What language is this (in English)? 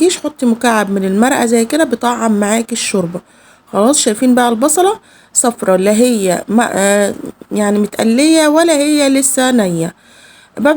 Egyptian Arabic